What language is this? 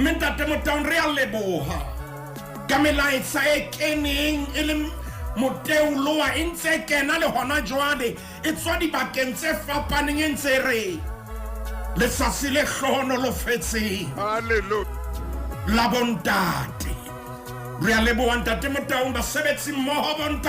Southern Sotho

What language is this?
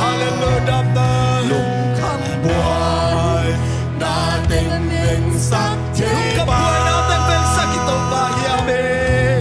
Tedim Chin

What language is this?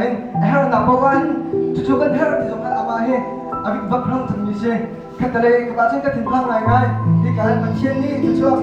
Hakha Chin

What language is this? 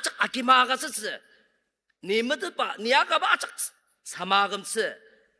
Ao Naga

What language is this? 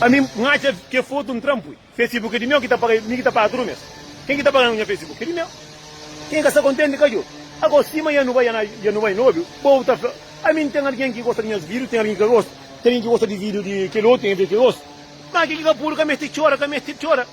Kabuverdianu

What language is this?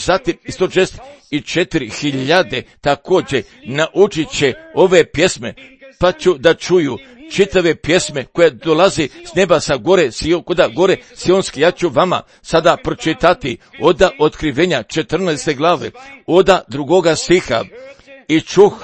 Croatian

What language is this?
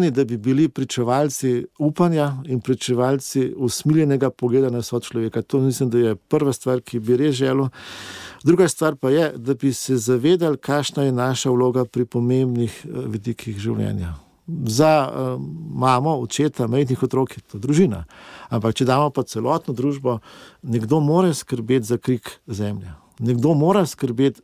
Slovenian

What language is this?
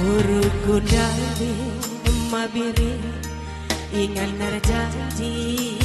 Batak Karo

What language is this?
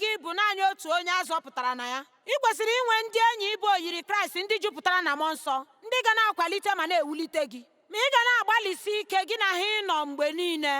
Igbo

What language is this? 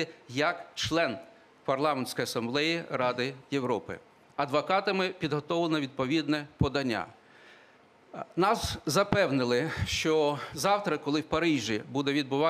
Ukrainian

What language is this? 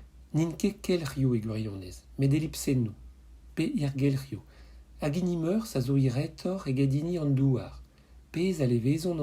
Breton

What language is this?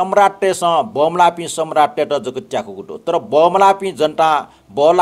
Newari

